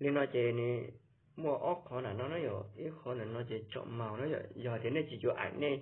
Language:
Hmong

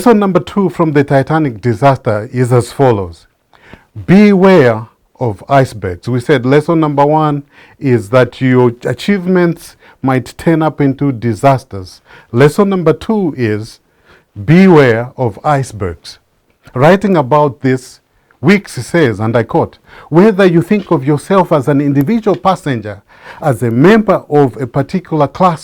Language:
English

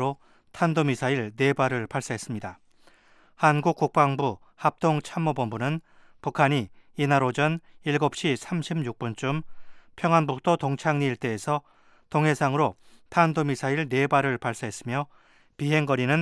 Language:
Korean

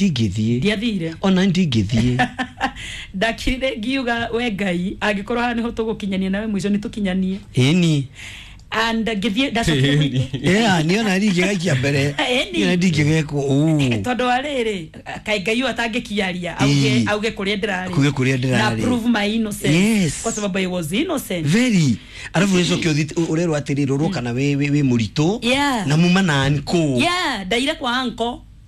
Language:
Kikuyu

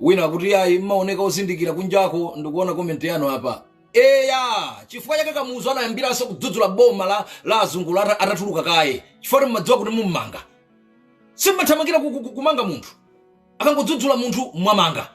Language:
Nyanja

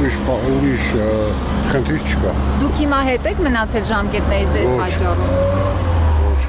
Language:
Armenian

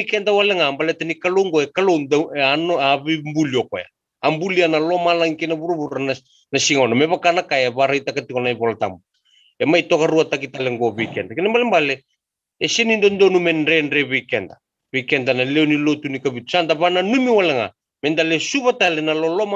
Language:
Fijian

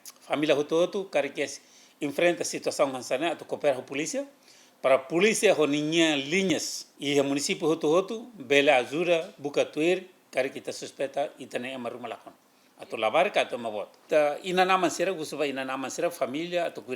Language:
Tetum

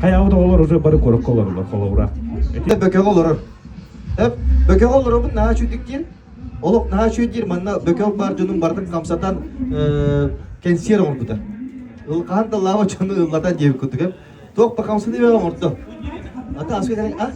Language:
Yakut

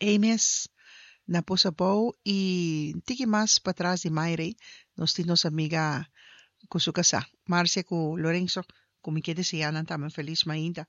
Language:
Papiamento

